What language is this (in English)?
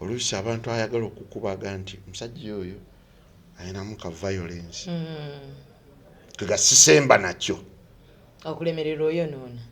Ganda